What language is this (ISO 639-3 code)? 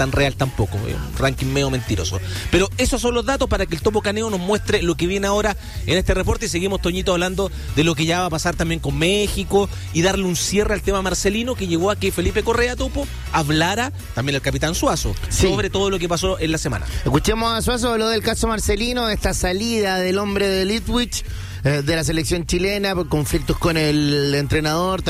spa